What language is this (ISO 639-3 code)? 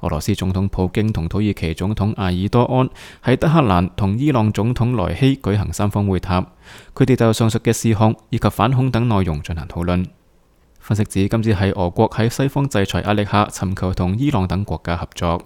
yue